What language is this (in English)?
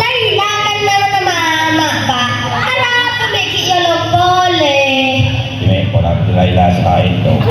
Madurese